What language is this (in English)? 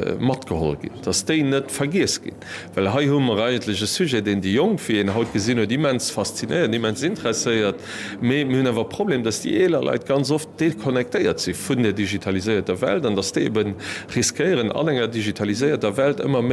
Luxembourgish